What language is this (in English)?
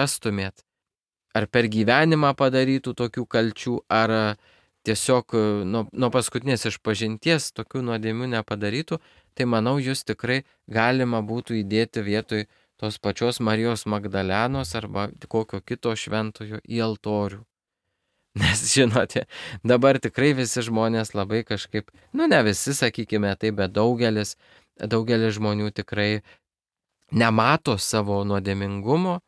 Lithuanian